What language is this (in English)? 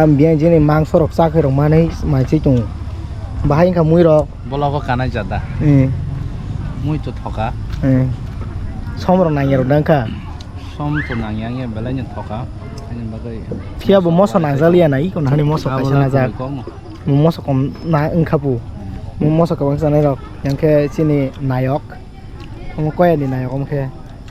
Kok Borok